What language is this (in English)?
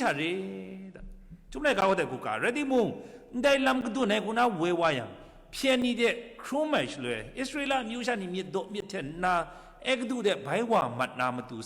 Kachin